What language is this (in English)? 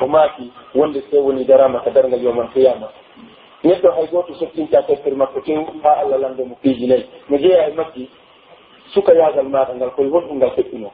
Pular